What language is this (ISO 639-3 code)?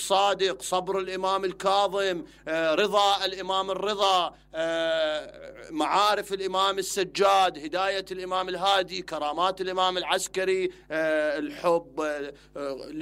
acm